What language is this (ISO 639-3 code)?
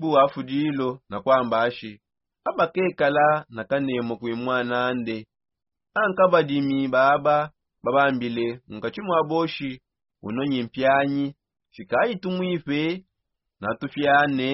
sop